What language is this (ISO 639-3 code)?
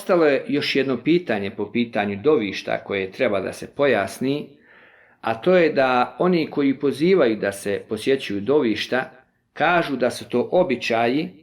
bos